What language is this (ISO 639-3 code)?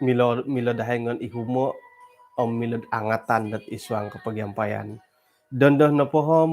dtp